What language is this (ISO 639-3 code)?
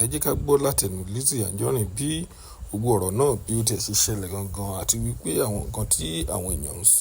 yor